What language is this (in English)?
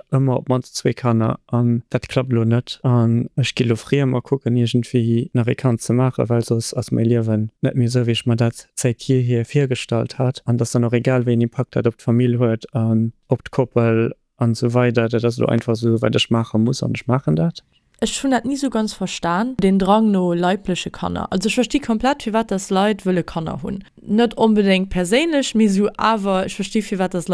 Luxembourgish